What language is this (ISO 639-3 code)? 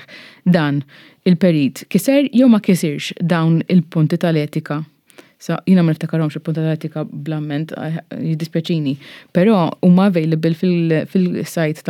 mlt